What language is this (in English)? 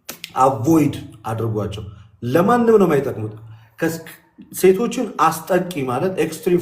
Amharic